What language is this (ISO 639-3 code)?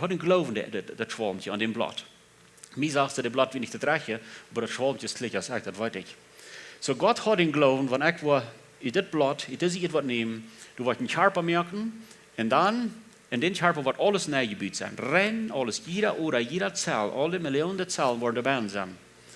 pdt